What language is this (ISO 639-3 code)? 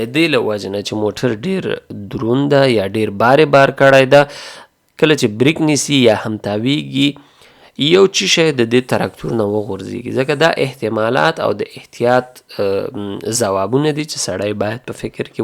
pus